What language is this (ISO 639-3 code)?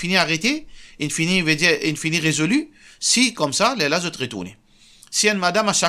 mfe